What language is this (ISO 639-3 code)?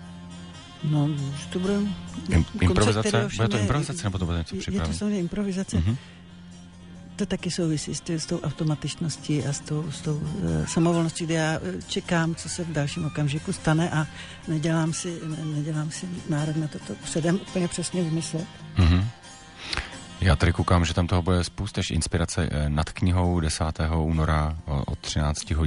ces